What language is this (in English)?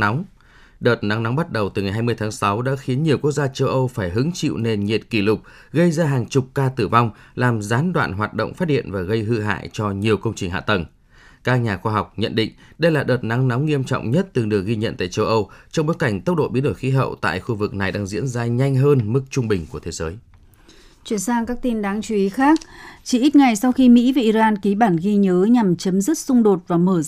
Vietnamese